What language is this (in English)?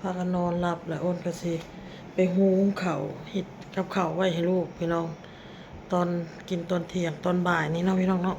Northeastern Thai